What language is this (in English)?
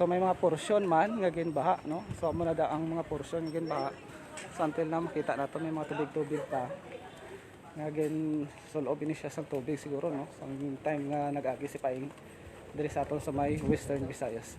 Hiligaynon